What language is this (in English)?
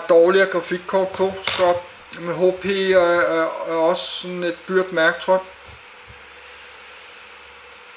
Danish